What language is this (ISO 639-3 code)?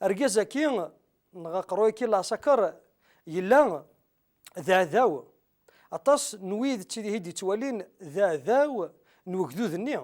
kab